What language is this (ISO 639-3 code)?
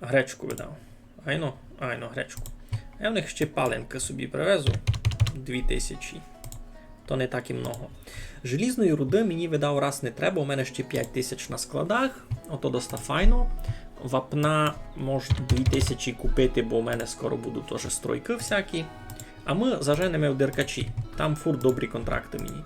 rue